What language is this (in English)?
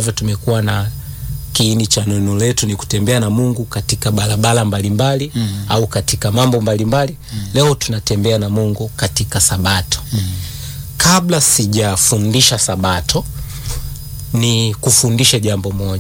Swahili